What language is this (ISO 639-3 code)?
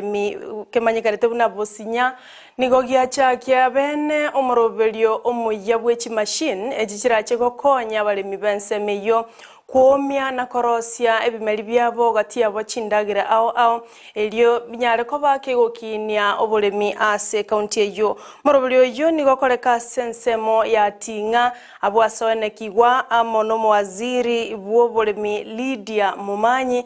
guz